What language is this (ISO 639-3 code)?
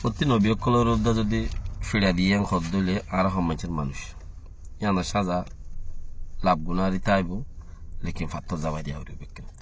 rhg